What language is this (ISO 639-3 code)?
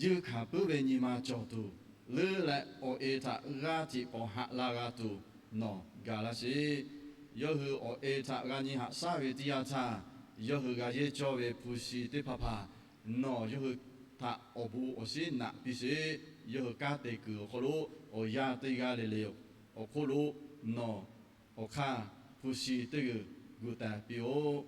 lhu